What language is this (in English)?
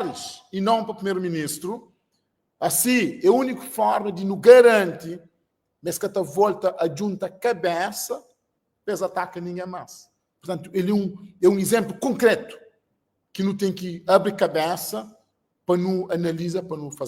Kabuverdianu